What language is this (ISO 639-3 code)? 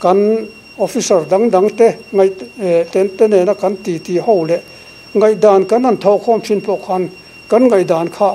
lus